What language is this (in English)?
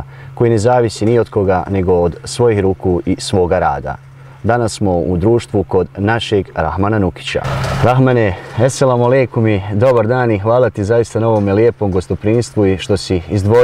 Bosnian